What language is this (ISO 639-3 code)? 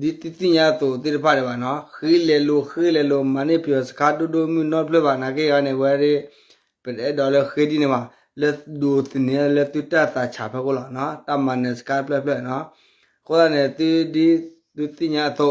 ksw